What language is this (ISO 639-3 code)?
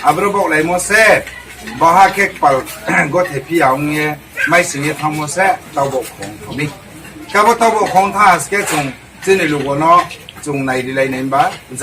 ria